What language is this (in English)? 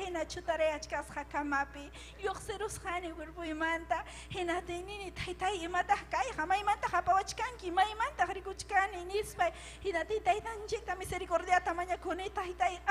Ayacucho Quechua